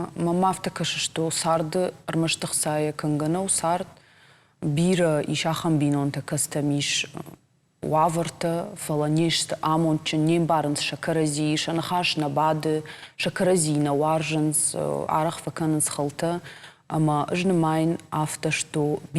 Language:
Ossetic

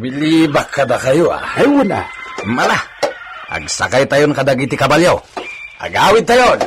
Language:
Iloko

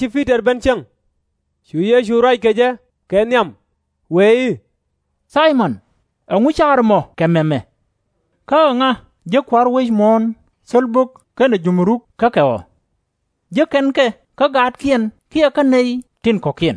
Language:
Nuer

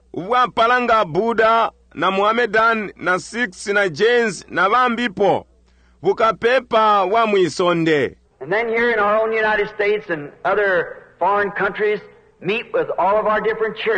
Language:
Bemba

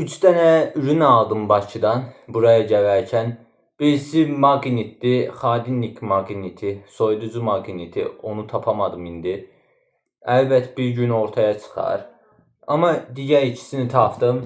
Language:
Azerbaijani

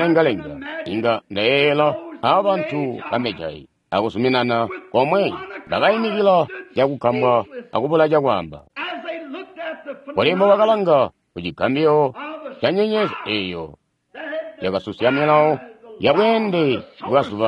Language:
Tonga (Zambia)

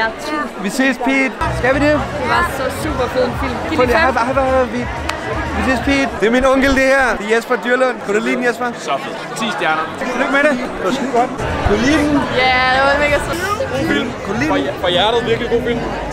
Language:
Danish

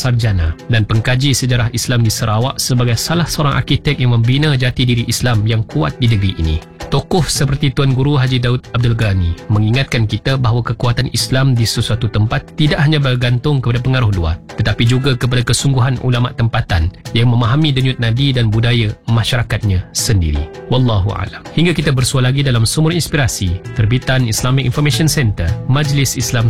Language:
Malay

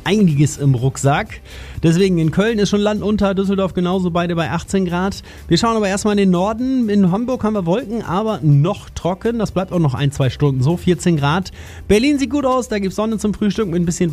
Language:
German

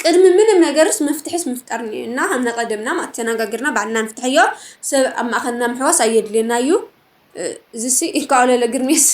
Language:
Tigrinya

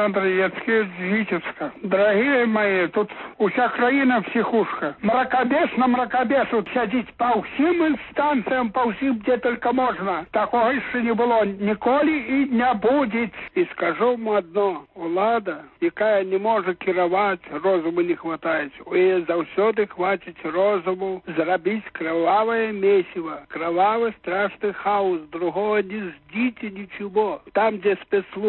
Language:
Belarusian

